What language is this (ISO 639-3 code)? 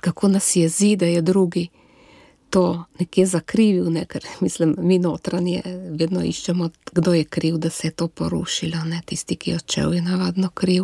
slv